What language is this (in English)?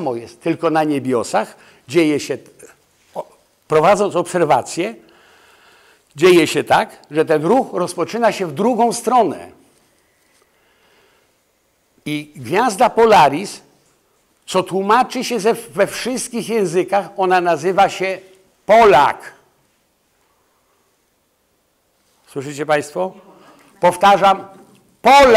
Polish